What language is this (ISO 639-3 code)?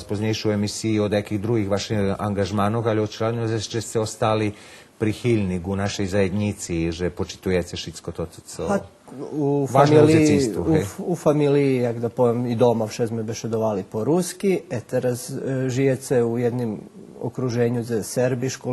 rue